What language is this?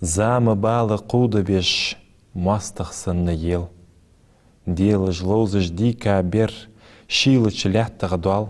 Ingush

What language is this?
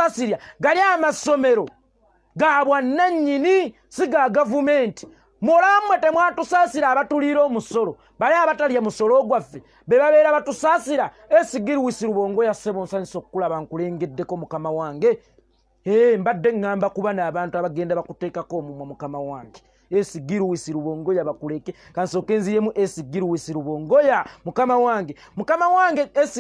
Ganda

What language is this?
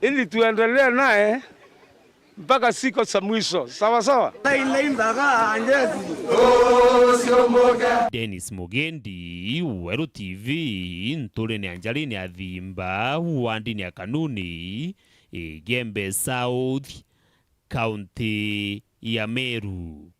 Meru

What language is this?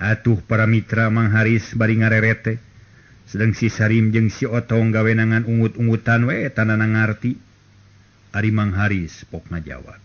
Sundanese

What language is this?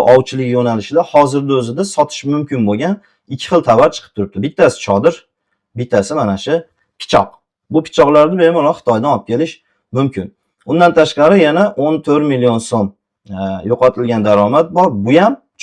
Uzbek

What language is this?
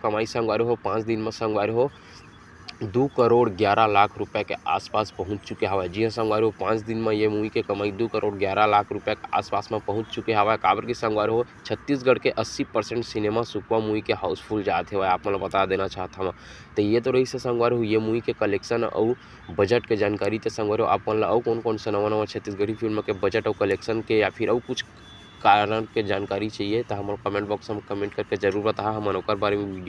Chhattisgarhi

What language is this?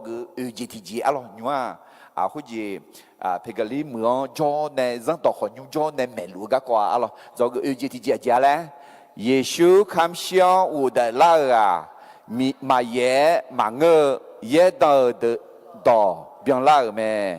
Akha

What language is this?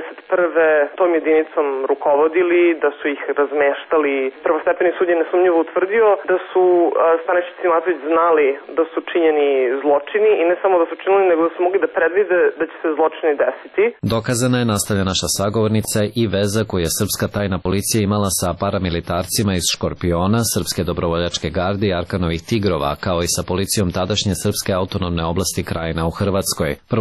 Serbian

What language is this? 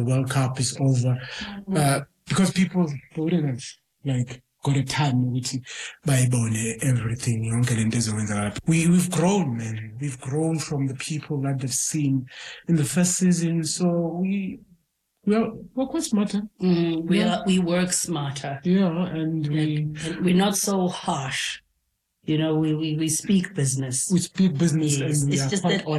English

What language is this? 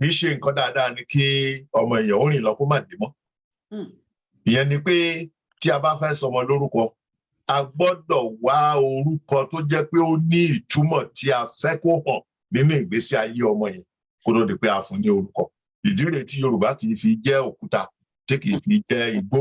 Yoruba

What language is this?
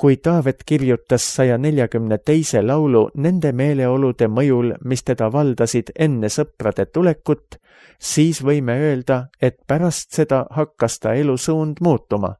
Estonian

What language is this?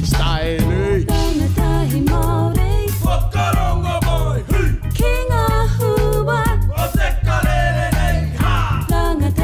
Māori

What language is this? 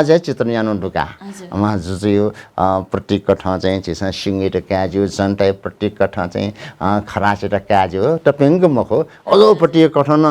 Newari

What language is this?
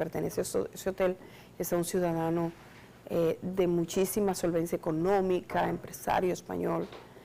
Spanish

